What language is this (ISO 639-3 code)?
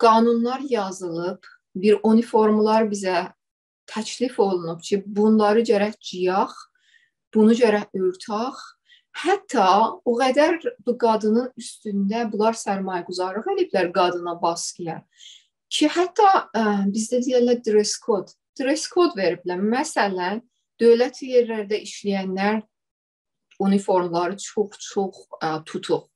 azb